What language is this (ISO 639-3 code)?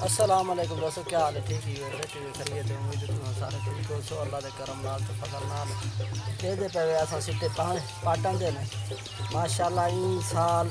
skr